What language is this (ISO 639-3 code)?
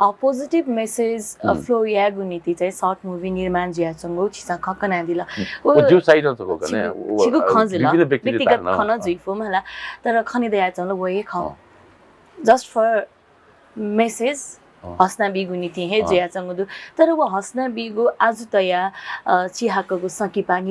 new